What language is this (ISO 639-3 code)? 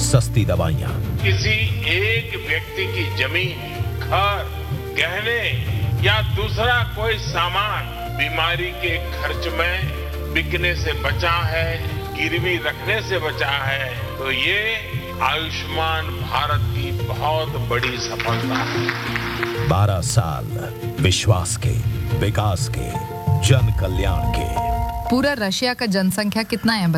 hin